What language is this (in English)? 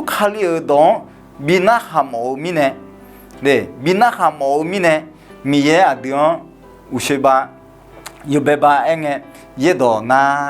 Akha